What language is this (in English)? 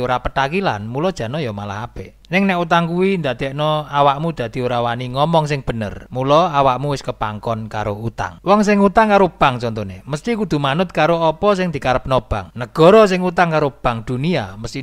Javanese